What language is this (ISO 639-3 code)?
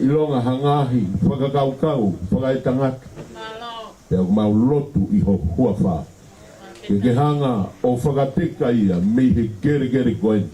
ton